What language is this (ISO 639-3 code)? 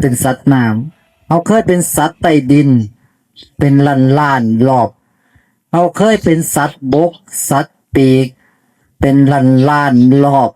tts